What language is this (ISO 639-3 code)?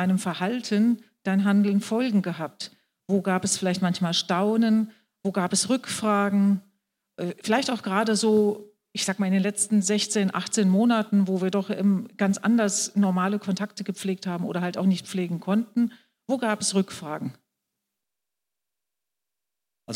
deu